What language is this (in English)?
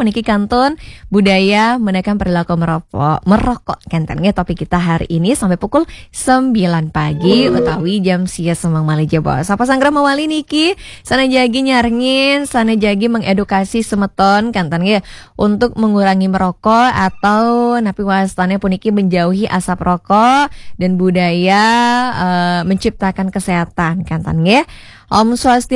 Balinese